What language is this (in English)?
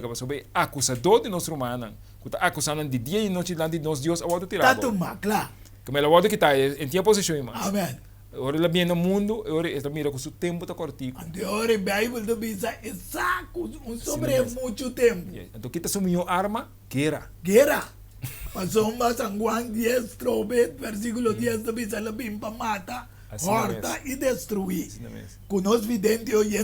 Papiamento